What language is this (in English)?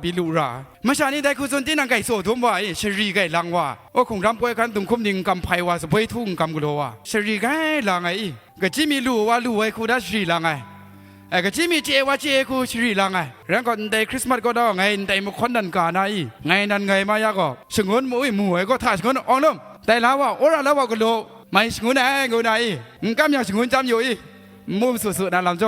Kachin